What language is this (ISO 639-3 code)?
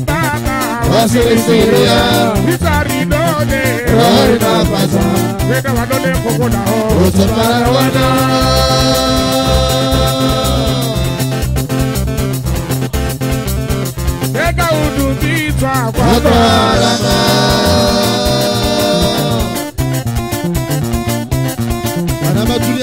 swa